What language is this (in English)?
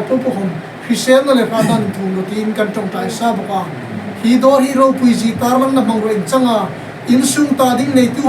Hmar